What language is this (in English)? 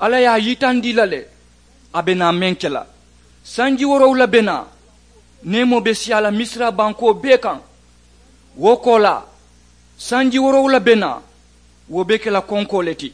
Mandingo